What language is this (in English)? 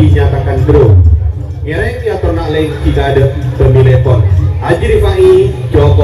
Madurese